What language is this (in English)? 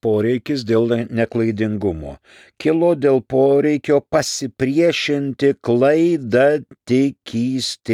Lithuanian